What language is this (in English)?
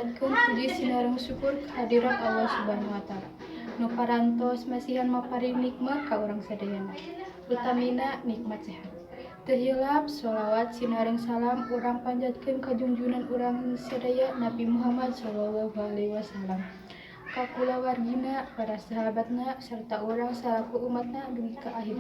Sundanese